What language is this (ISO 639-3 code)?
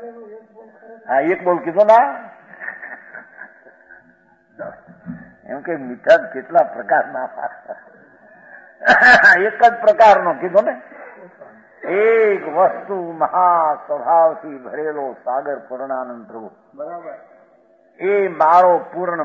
guj